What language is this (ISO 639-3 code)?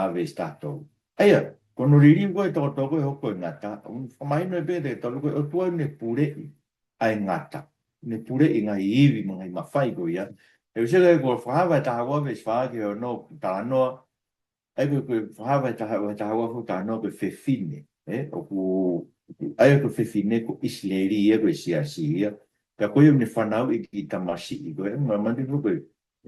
ton